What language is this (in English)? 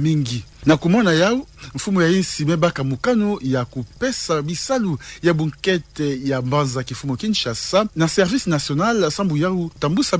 Kituba (Democratic Republic of Congo)